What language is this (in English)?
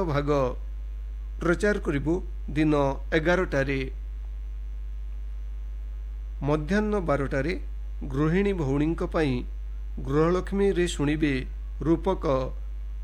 Odia